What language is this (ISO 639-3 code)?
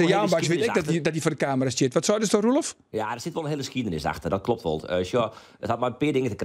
fry